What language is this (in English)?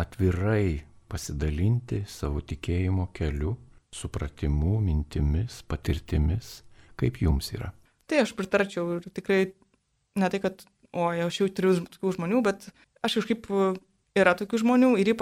Lithuanian